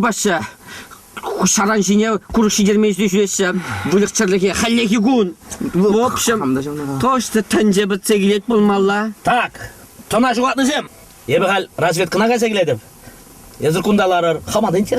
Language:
Chuvash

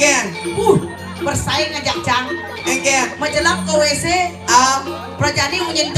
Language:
Balinese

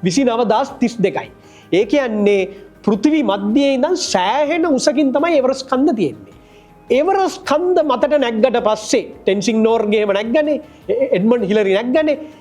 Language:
Sinhala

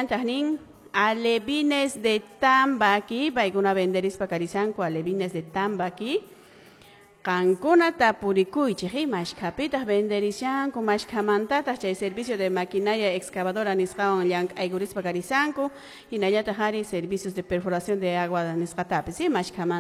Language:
Quechua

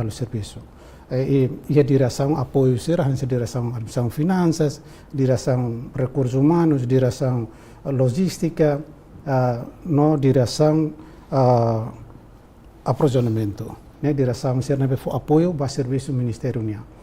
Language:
Tetum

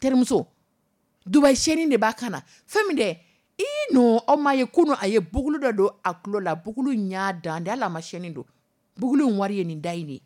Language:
Dyula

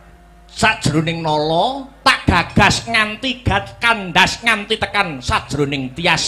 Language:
Javanese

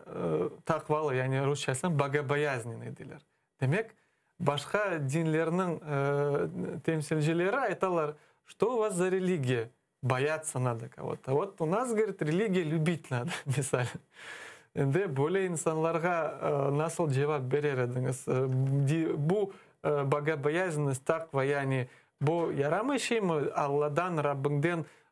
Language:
Crimean Tatar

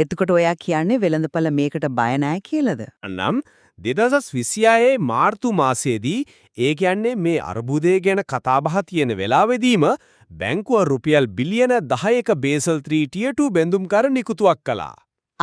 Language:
Sinhala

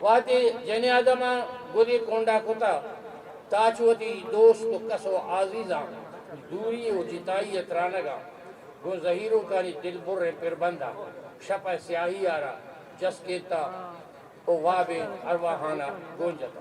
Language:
Eastern Balochi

